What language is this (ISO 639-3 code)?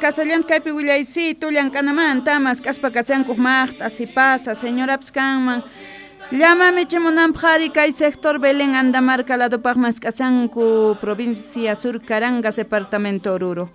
quh